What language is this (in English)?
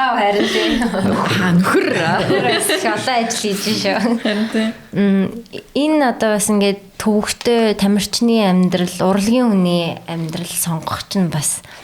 Mongolian